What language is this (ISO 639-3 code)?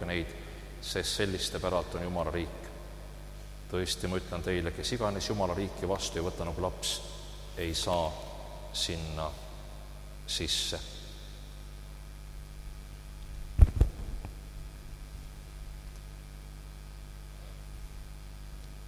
est